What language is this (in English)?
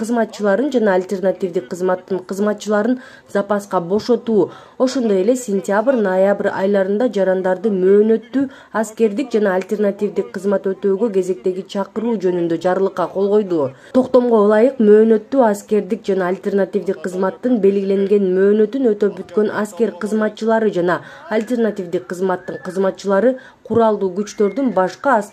Kyrgyz